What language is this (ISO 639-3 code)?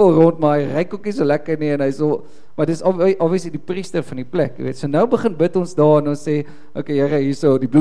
afr